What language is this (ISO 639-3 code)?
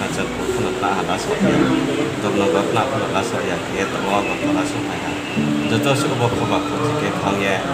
ria